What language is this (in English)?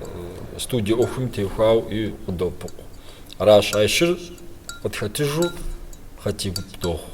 Kabardian